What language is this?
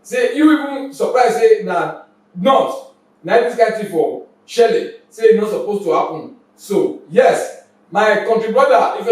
Nigerian Pidgin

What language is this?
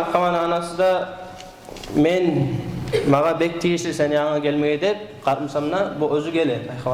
Kumyk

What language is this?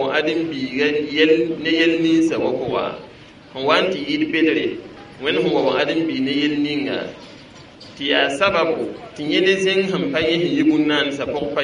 Mossi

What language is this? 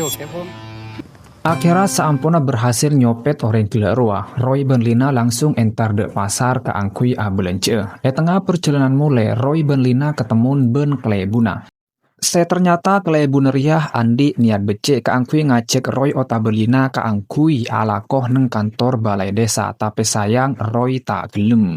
Madurese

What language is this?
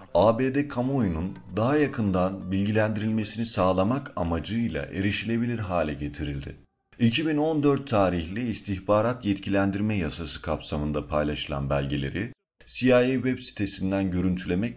Turkish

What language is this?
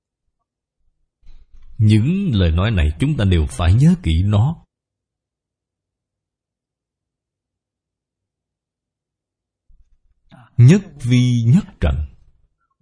Vietnamese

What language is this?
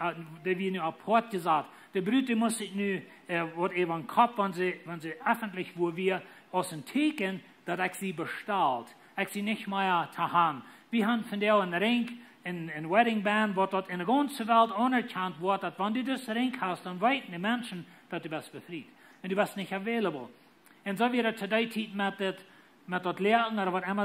Plautdietsch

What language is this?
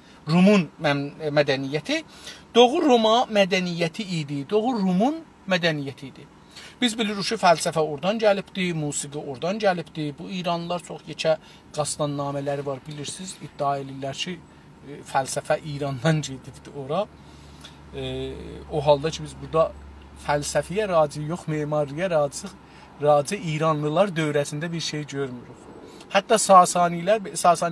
South Azerbaijani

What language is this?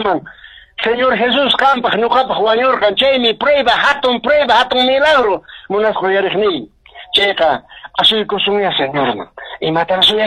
Quechua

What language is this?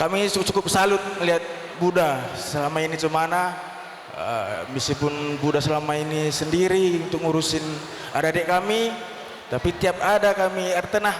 Batak Karo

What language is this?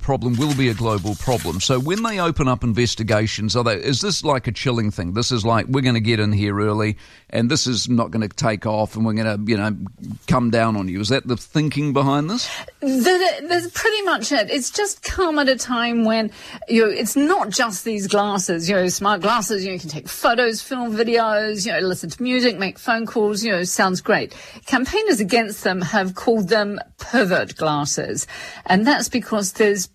English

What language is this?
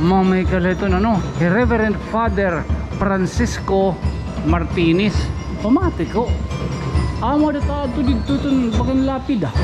Waray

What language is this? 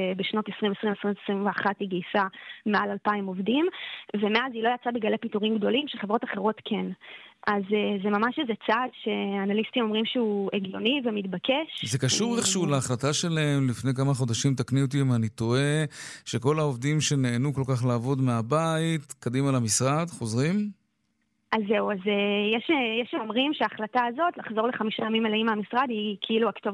Hebrew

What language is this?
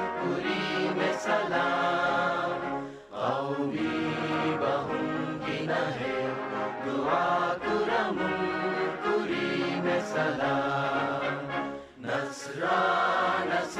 Divehi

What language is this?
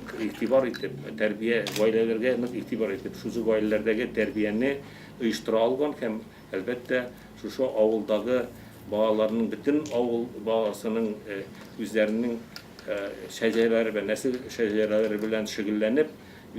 Tatar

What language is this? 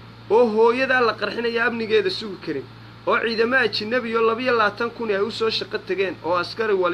Somali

